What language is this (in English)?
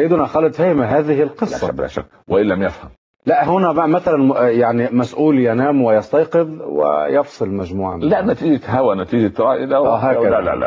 Arabic